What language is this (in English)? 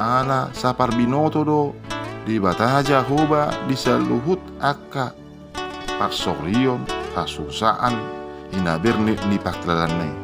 Batak Toba